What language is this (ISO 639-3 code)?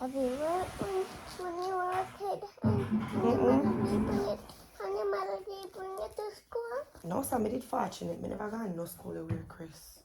jam